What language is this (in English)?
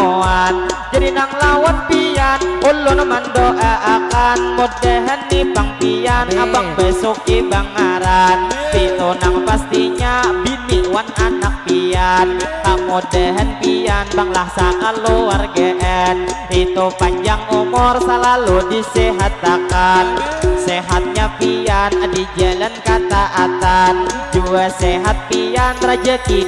Banjar